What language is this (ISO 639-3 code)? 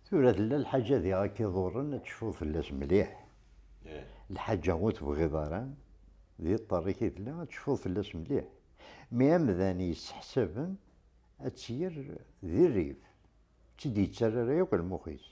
kab